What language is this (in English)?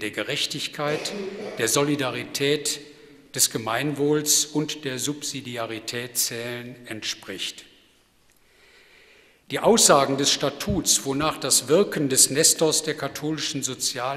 German